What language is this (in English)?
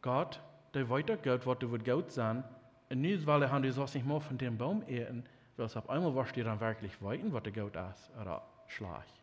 Plautdietsch